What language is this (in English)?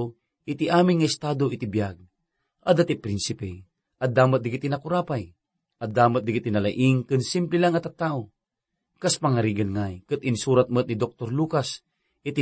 Iloko